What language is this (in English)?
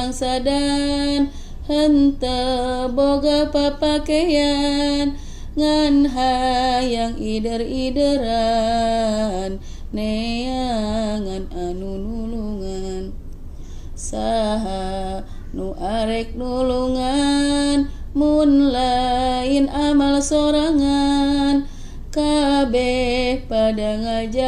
Sundanese